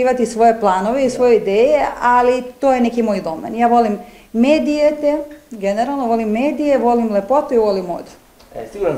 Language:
Serbian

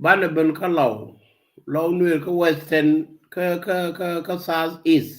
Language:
Nuer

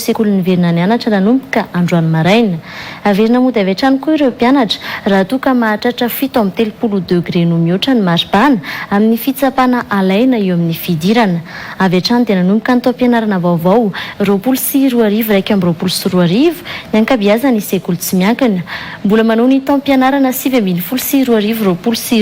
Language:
Malagasy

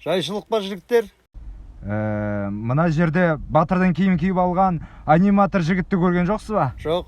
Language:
Kazakh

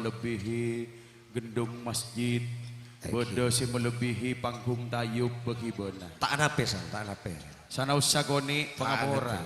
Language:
Madurese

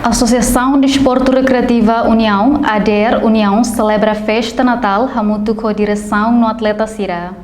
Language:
Tetum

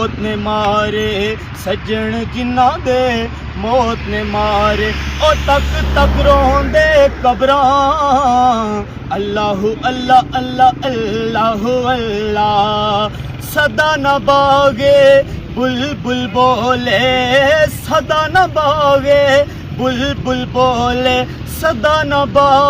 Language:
Pahari-Potwari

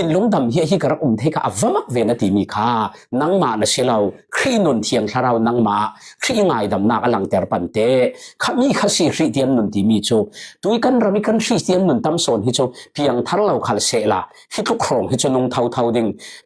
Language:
Falam Chin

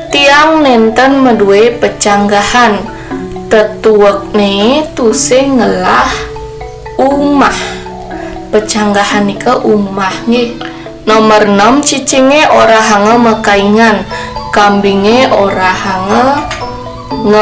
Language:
Balinese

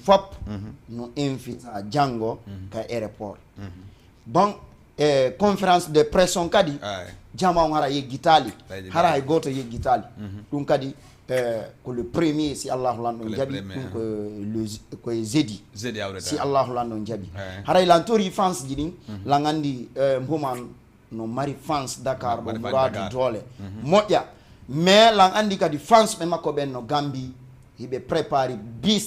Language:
Fula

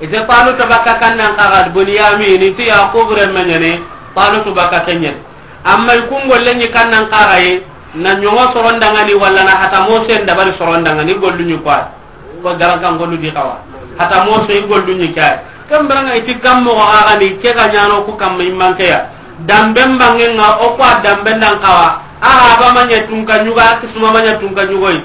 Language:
Soninke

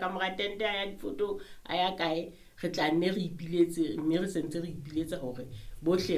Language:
Southern Sotho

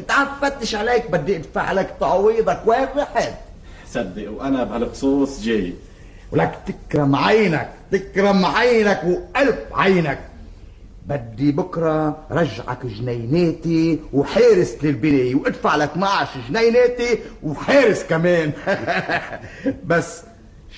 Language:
North Levantine Arabic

